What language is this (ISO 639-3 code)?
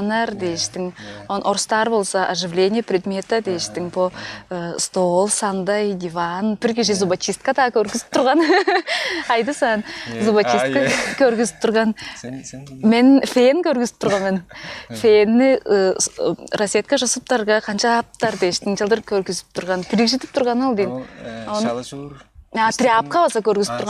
tyv